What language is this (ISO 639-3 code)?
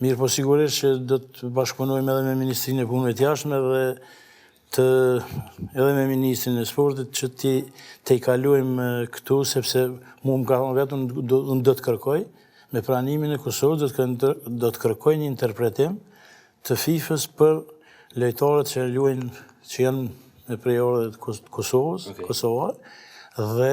sqi